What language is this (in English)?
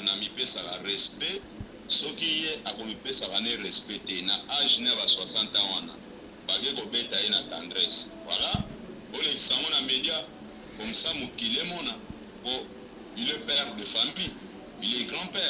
Lingala